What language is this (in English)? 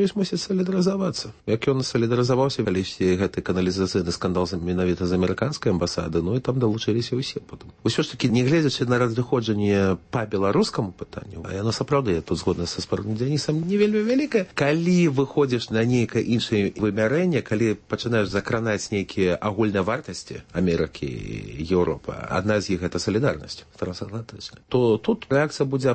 Belarusian